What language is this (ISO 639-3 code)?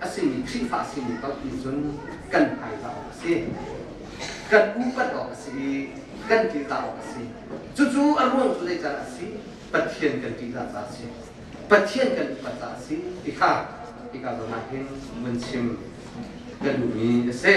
cnh